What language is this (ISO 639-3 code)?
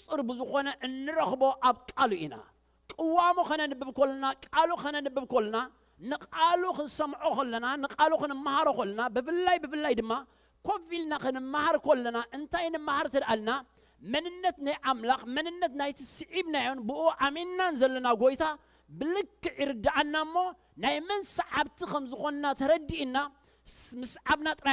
tir